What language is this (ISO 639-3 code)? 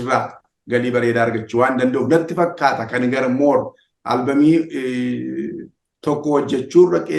orm